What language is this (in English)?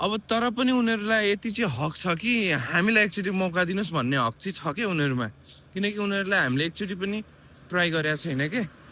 Nepali